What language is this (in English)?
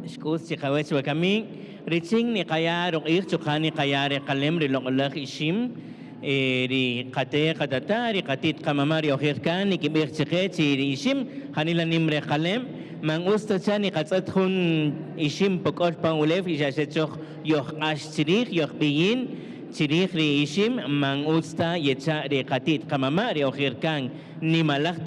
Kaqchikel